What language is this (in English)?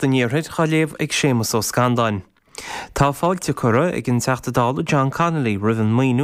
Irish